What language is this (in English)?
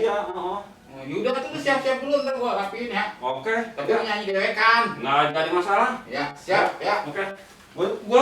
Betawi